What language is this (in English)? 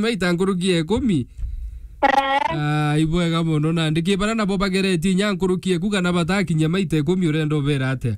Meru